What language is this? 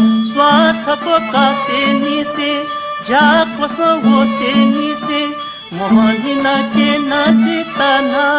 Newari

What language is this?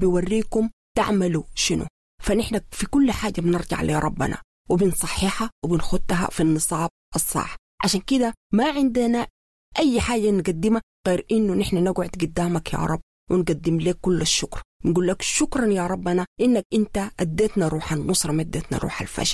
Sudanese Arabic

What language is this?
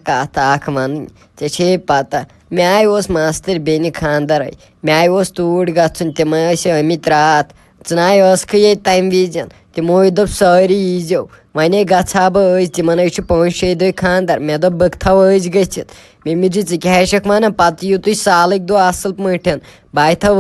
Kashmiri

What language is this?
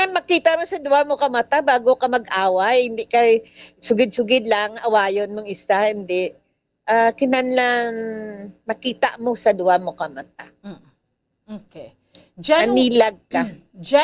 Hiligaynon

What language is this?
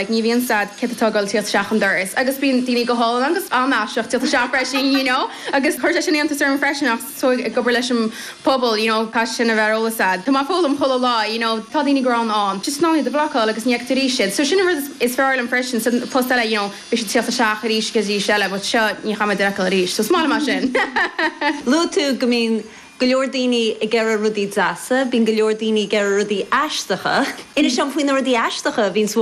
Irish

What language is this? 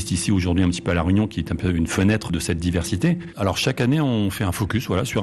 French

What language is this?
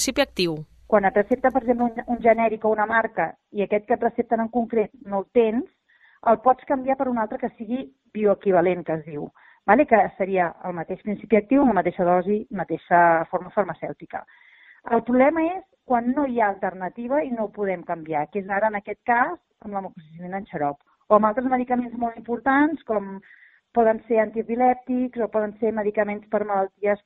Catalan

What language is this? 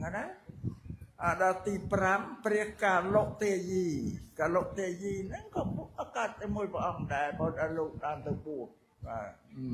Khmer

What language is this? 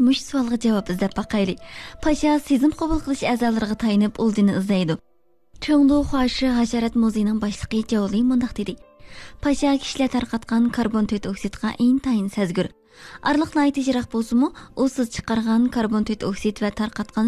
Uyghur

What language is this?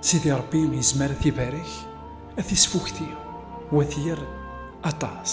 Kabyle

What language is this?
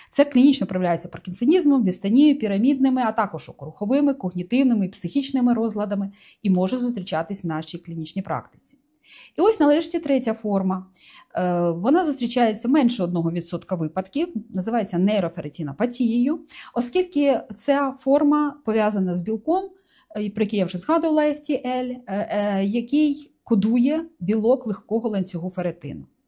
Ukrainian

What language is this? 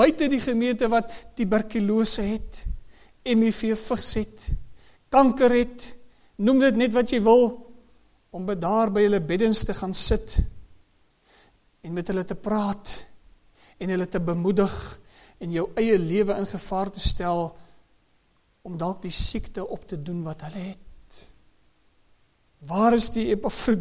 Afrikaans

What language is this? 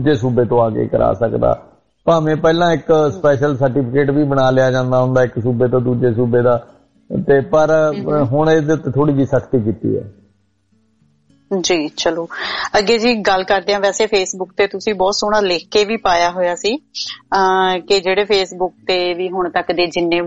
Punjabi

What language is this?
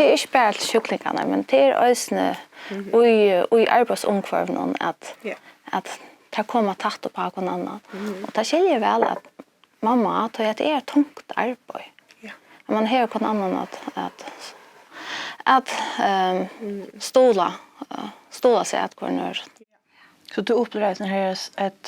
Faroese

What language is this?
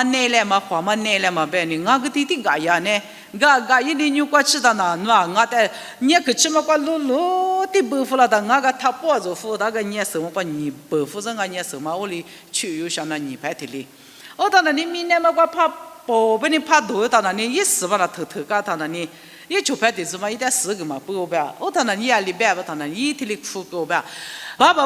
Lisu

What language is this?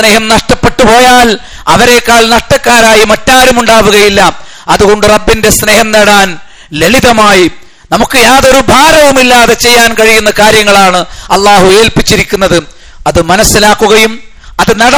Malayalam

